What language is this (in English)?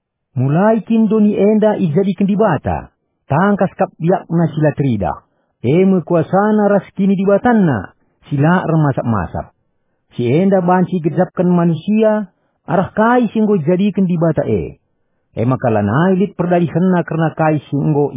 Batak Karo